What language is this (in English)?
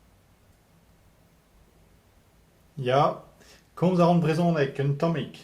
Breton